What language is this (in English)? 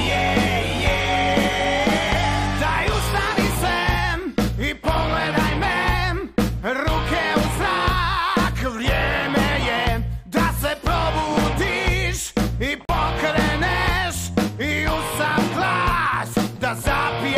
Croatian